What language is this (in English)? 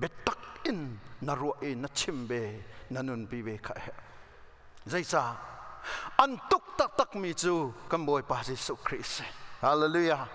Hakha Chin